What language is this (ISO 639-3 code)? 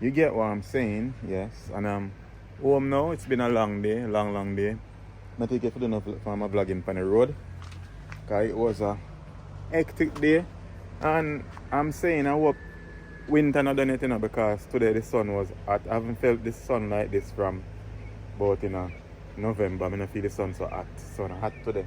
jam